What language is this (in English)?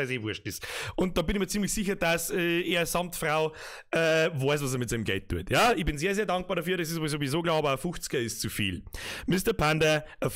Bavarian